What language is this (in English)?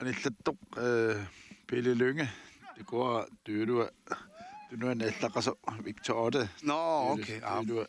Kalaallisut